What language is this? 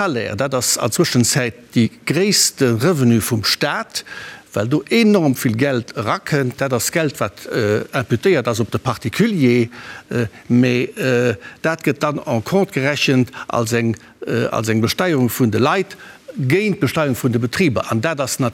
Luxembourgish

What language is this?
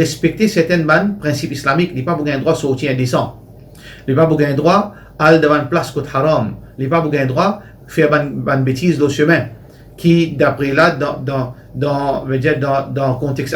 Morisyen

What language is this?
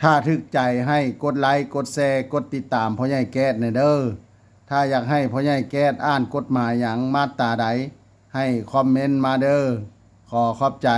Lao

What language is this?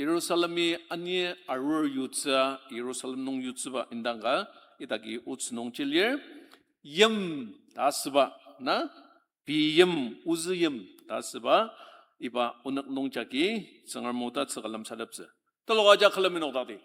Ao Naga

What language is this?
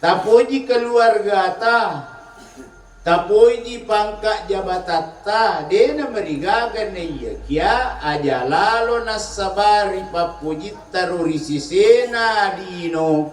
Buginese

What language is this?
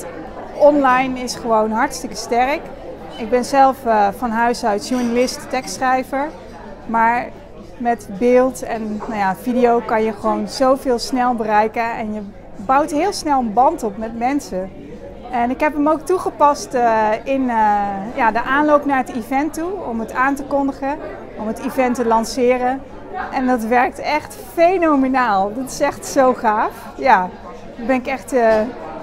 Dutch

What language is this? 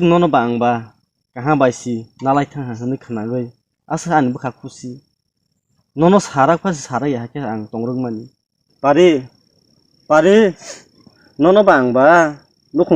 Kok Borok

